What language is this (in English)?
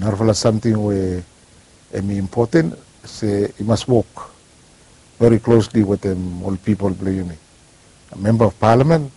Bislama